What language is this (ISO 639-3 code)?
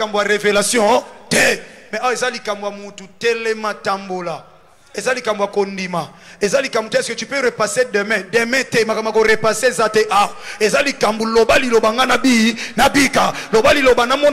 lin